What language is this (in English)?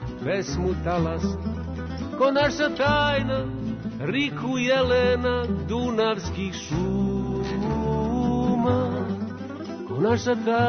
Serbian